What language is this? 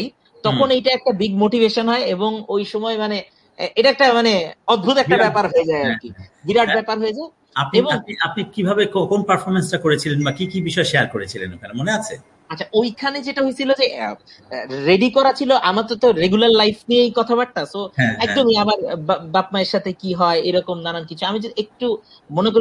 Bangla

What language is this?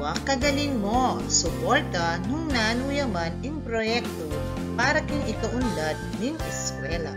Pampanga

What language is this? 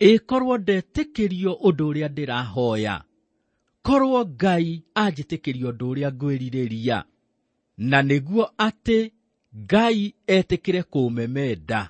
Kikuyu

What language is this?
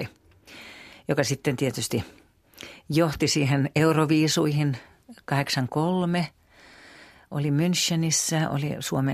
Finnish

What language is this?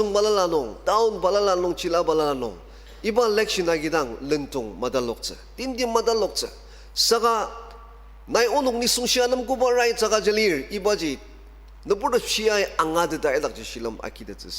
Ao Naga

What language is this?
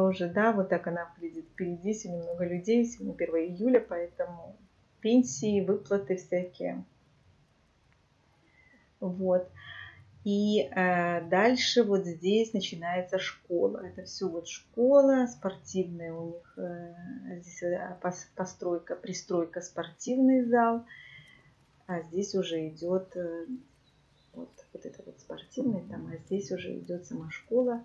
Russian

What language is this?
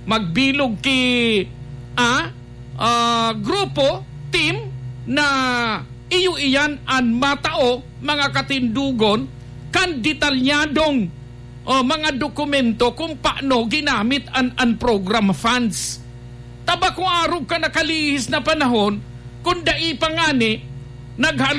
Bikol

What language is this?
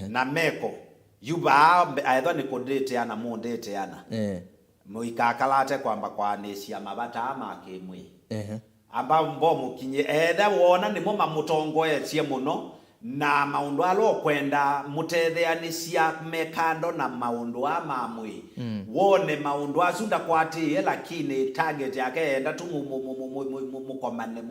Kamba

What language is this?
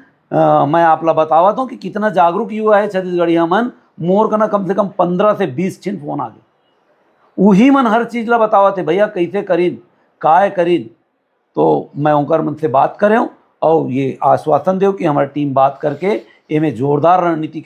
Chhattisgarhi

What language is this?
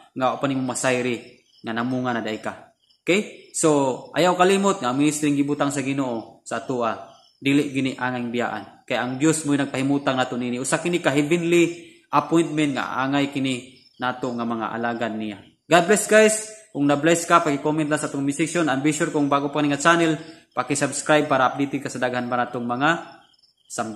Cebuano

